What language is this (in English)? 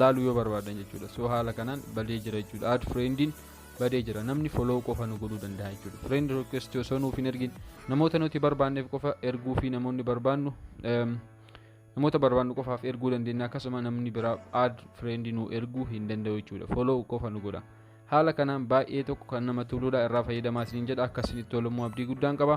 Oromo